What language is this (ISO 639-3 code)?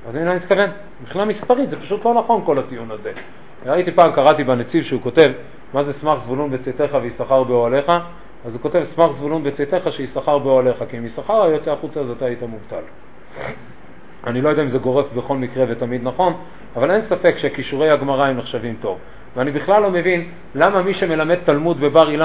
heb